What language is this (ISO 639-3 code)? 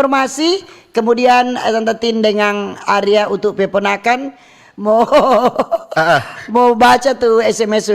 xmm